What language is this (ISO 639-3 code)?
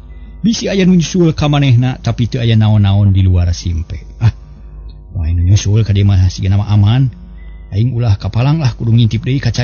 sun